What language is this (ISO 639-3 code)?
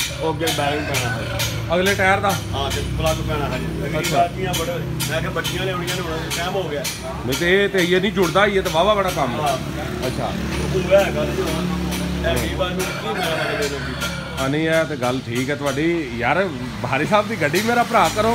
pan